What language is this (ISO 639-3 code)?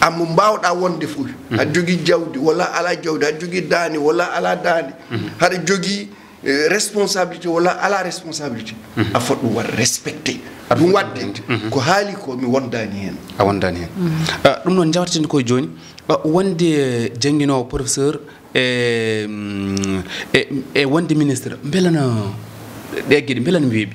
ful